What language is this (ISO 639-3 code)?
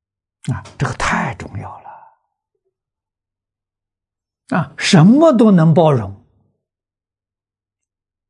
zho